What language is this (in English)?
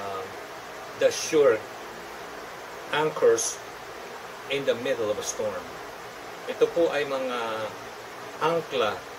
Filipino